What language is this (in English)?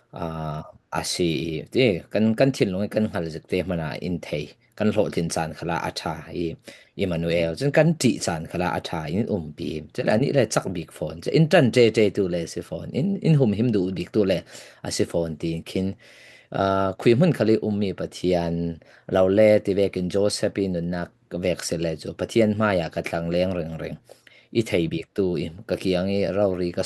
Falam Chin